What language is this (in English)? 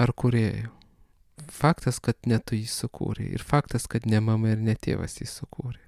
Lithuanian